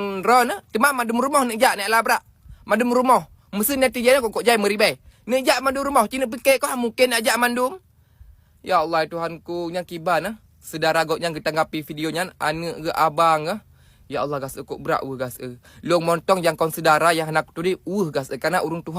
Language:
Achinese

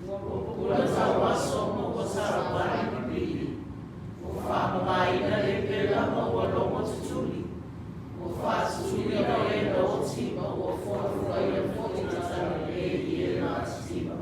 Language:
Samoan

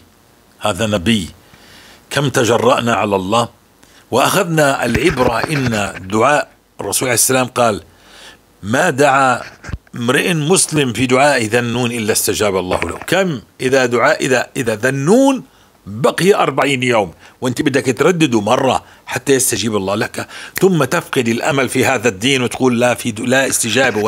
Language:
North Levantine Arabic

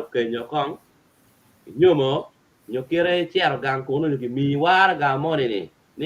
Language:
Acoli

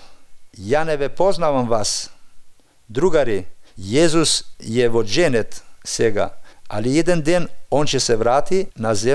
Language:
Macedonian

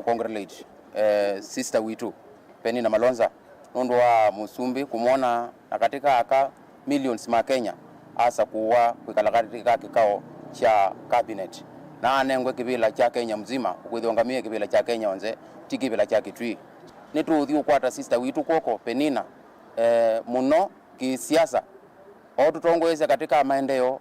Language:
Kamba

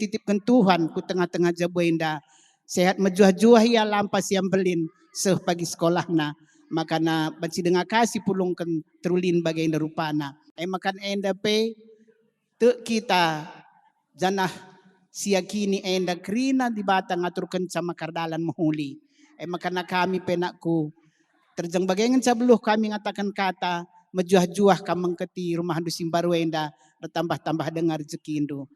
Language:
Batak Karo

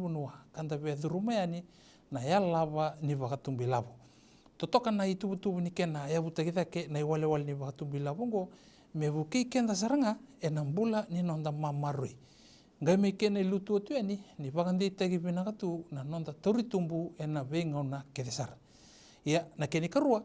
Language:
Fijian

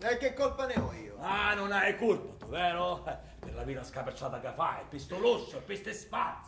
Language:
Sicilian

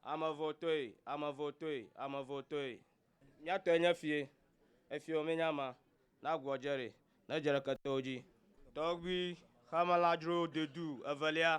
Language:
Ewe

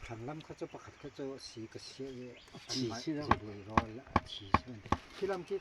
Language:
Falam Chin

